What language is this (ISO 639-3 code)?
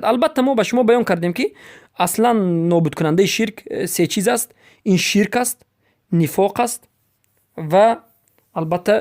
fas